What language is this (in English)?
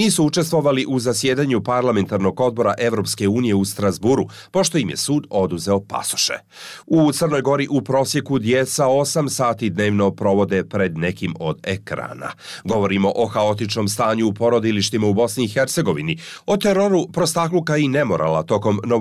Bosnian